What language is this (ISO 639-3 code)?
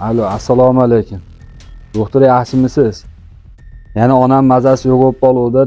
uzb